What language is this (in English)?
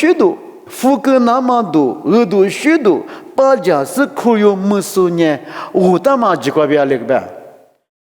Lisu